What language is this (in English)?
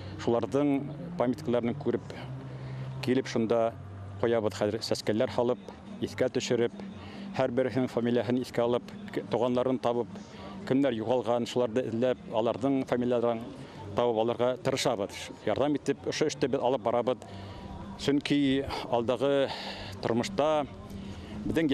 Bashkir